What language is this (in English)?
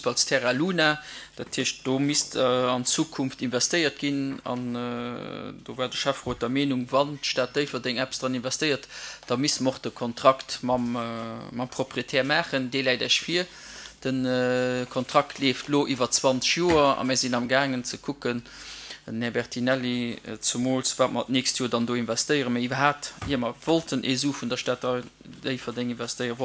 Luxembourgish